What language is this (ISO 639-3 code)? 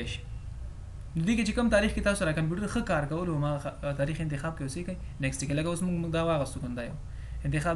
pus